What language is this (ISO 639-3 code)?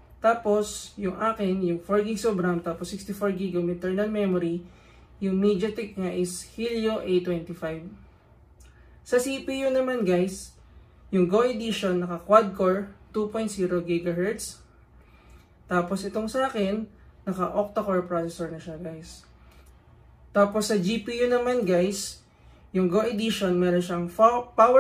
fil